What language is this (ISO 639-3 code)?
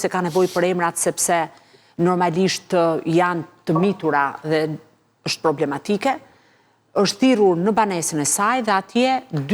sqi